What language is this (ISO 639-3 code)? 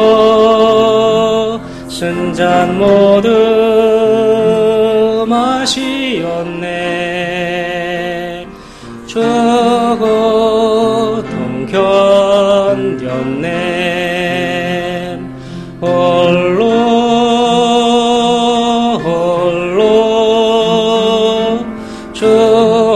kor